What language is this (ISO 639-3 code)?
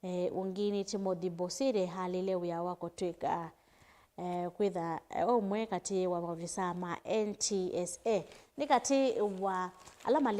kam